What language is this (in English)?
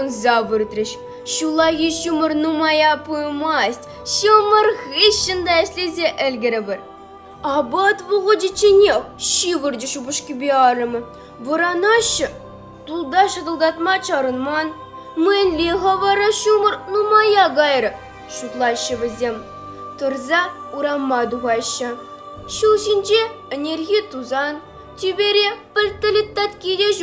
Chuvash